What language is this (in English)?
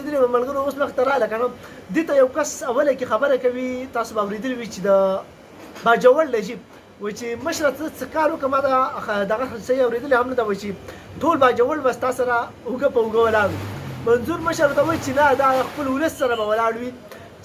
Pashto